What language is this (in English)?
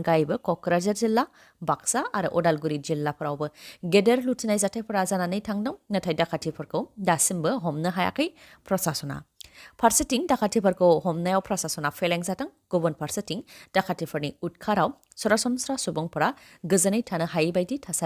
Bodo